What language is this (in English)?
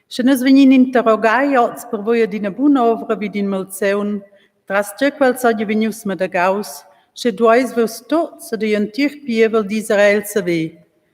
Romansh